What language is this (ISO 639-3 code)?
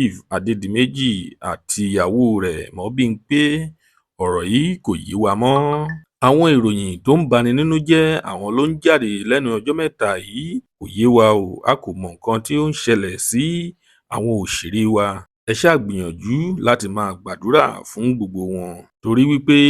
yor